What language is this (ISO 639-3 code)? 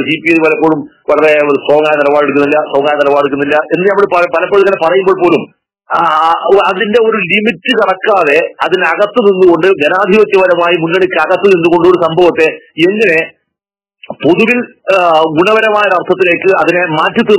mal